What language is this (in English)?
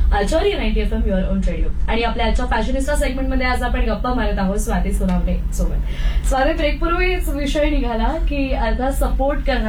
Marathi